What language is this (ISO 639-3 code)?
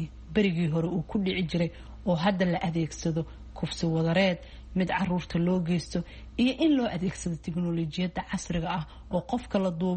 som